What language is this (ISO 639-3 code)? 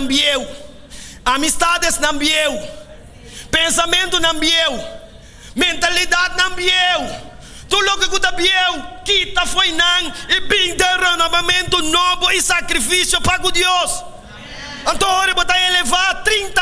pap